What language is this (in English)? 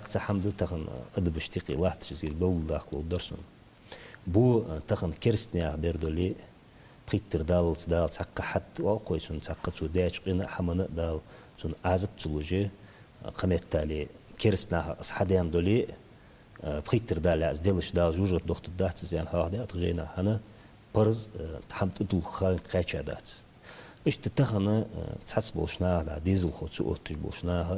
Ingush